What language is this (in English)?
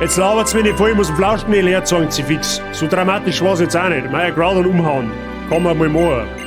Bavarian